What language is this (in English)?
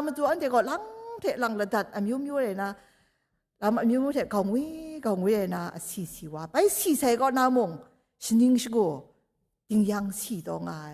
Kachin